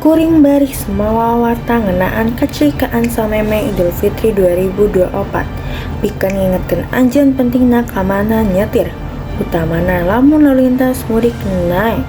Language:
Sundanese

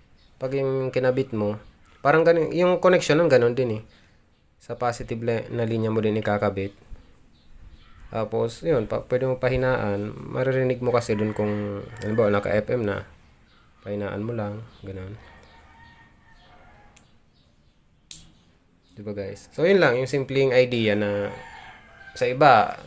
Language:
Filipino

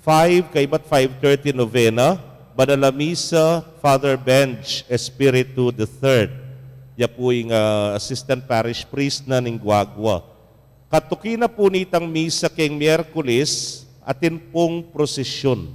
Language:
Pampanga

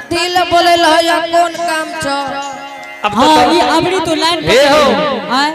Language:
Angika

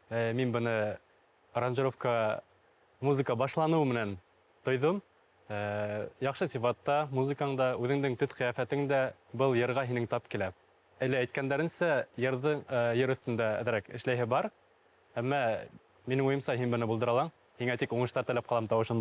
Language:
Bashkir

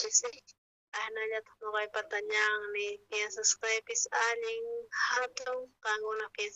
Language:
South Bolivian Quechua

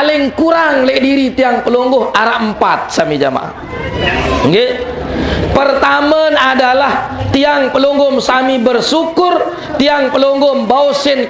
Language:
Sasak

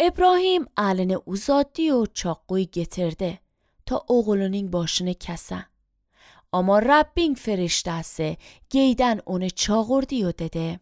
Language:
Azerbaijani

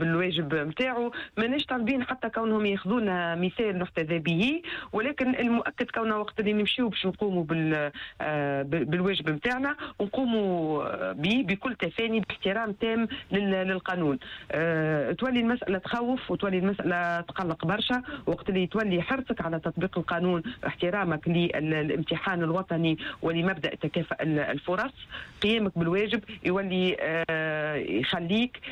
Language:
Tunisian Arabic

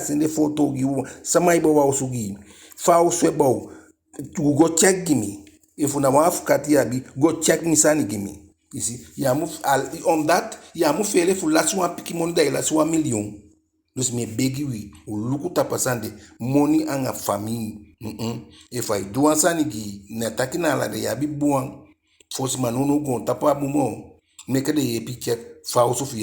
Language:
Eastern Maroon Creole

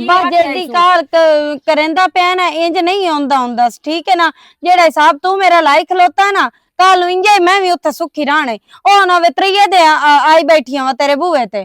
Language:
Western Panjabi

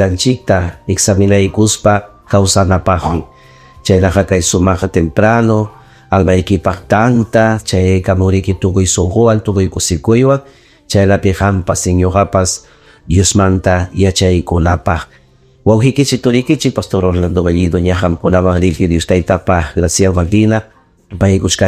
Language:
Ayacucho Quechua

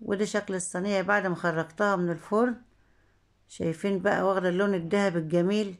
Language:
Egyptian Arabic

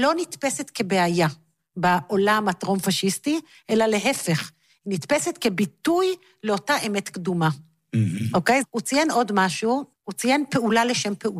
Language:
Hebrew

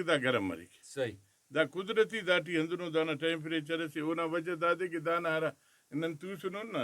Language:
Brahui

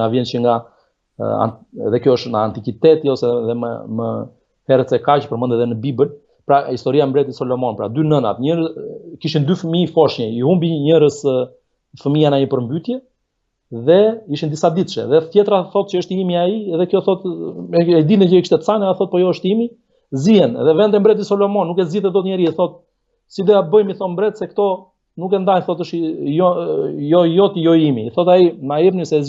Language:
Albanian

